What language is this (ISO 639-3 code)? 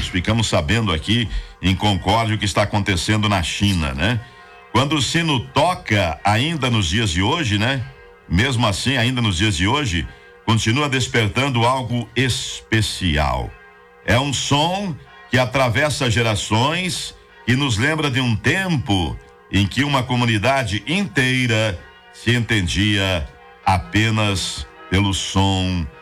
por